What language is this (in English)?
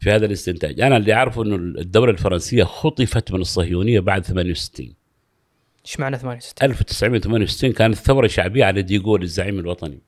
Gulf Arabic